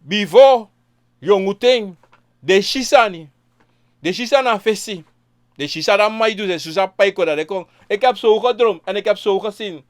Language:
Sranan Tongo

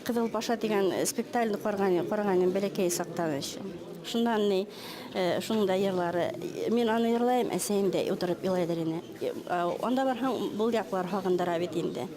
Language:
Bashkir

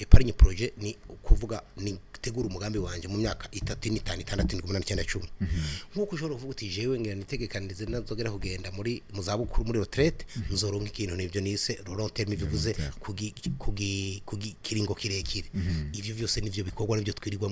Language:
Rundi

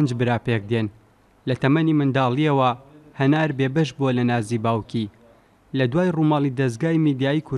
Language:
Central Kurdish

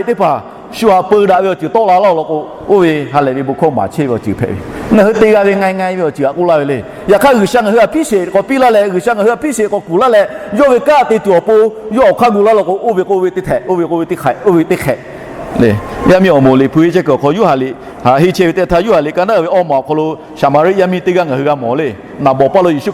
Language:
Lahu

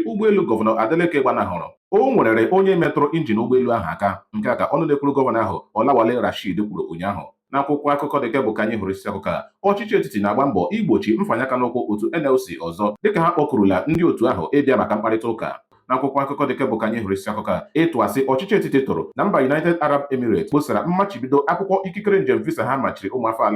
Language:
Igbo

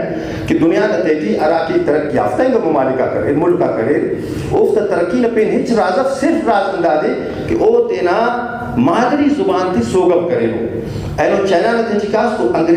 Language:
Brahui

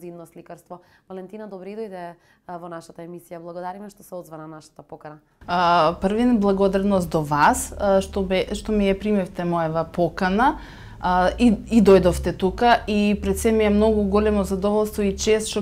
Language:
Macedonian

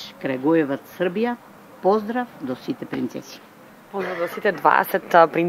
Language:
Macedonian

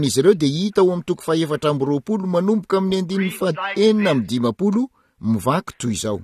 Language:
Malagasy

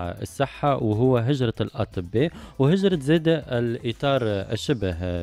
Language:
Tunisian Arabic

